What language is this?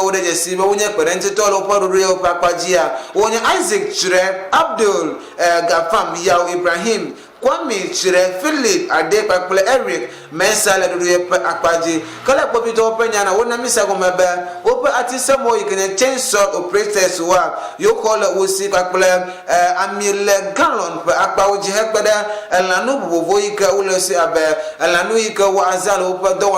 Ewe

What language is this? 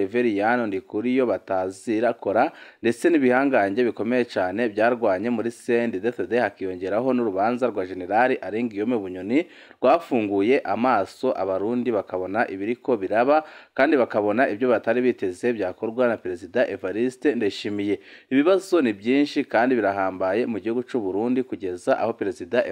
Rundi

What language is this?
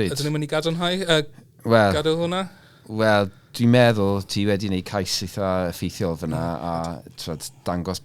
Welsh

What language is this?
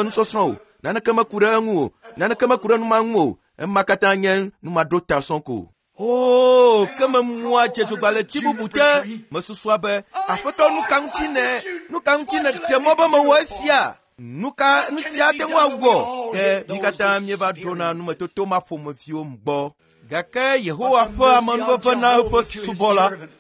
Ewe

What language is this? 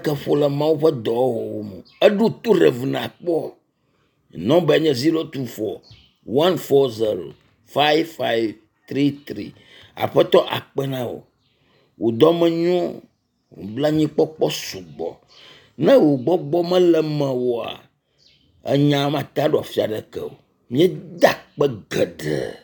Ewe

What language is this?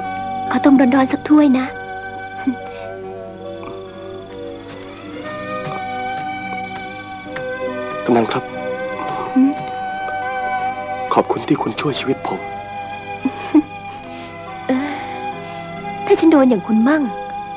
Thai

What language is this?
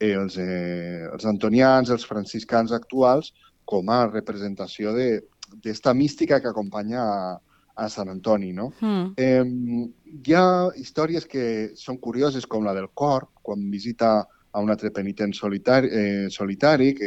Catalan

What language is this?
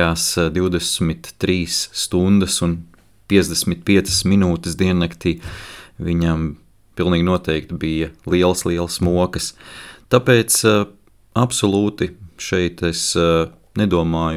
Latvian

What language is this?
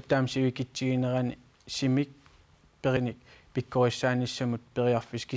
Kalaallisut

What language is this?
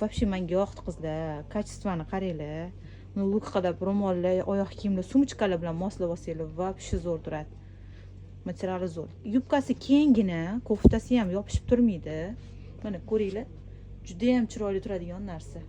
Uzbek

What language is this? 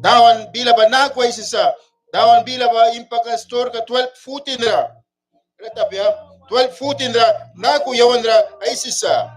Mískito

